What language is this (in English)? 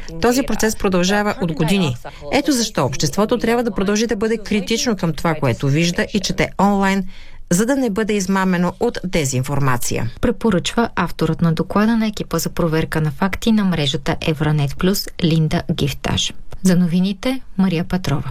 Bulgarian